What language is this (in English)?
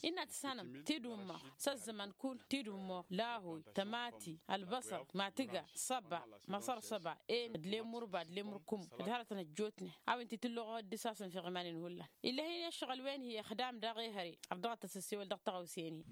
Tamasheq